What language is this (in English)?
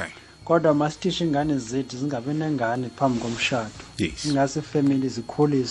South Ndebele